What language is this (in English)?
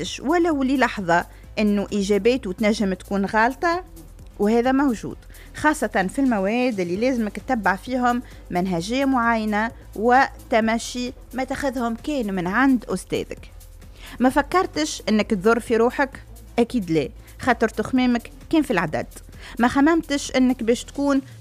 Tunisian Arabic